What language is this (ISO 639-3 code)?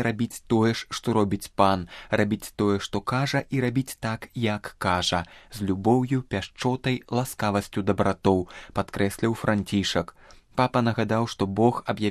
bel